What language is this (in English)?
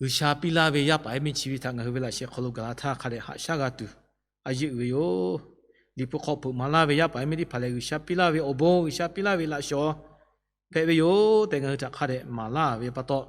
Lahu